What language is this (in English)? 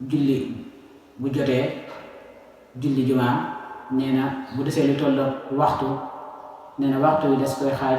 Wolof